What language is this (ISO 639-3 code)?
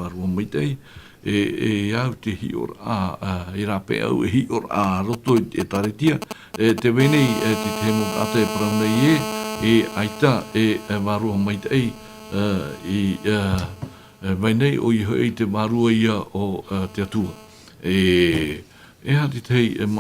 tah